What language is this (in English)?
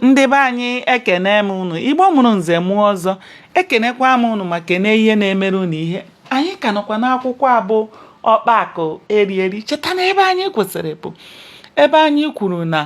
Igbo